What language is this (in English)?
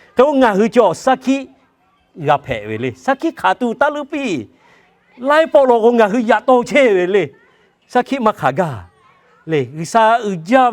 Lahu